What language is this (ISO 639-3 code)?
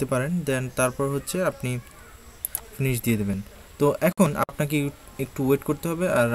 ben